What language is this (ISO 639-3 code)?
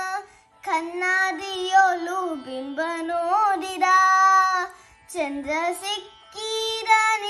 kan